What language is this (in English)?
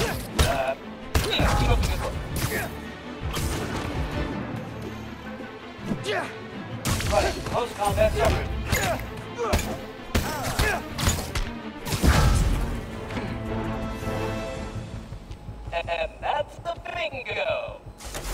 English